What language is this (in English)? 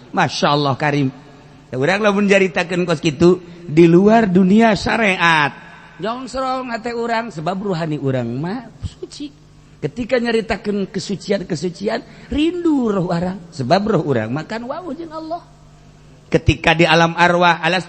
Sundanese